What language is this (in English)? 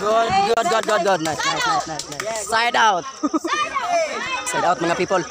Cebuano